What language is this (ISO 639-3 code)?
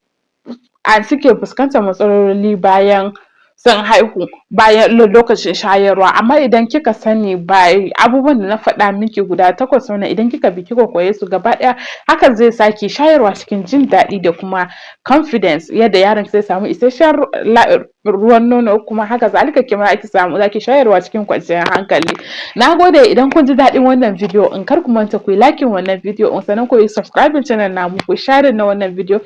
hau